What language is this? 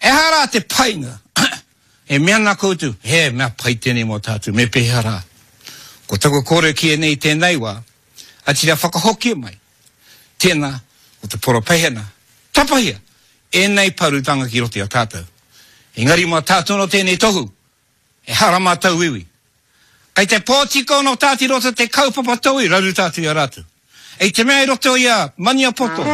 Māori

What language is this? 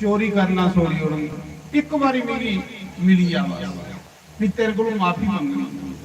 Dogri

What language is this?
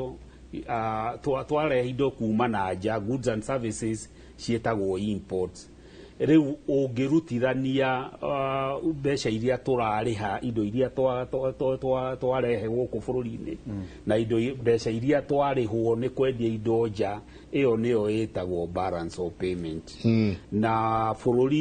Kikuyu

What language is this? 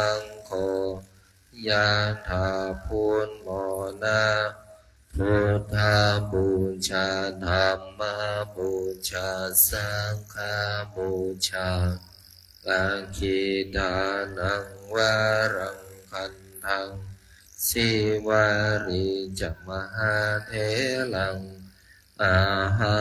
Pali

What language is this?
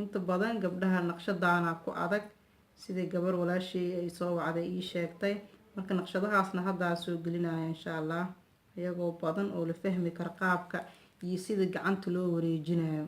Somali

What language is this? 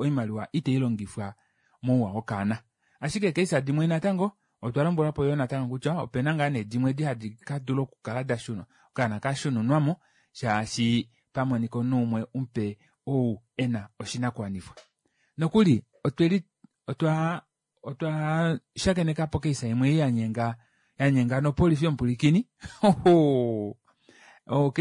Kuanyama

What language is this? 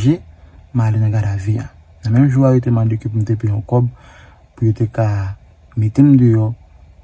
Haitian Creole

